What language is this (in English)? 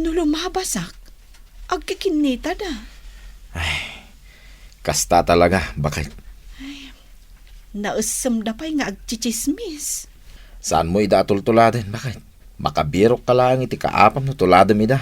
Iloko